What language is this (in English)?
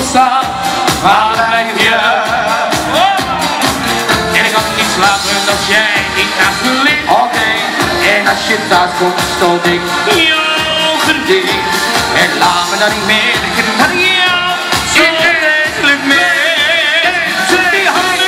Dutch